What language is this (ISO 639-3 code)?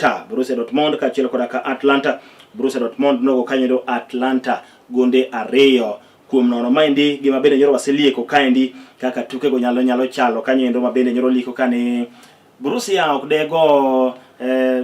luo